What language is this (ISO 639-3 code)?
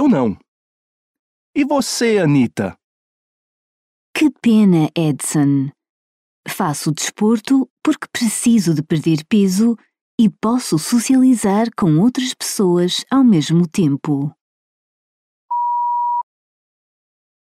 por